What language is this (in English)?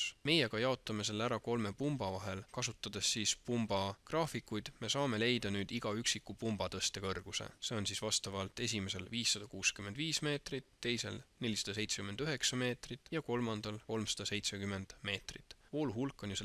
Estonian